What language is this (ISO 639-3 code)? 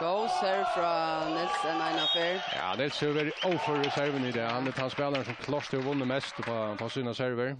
fao